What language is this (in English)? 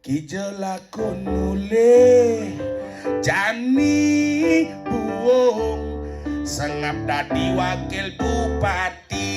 Balinese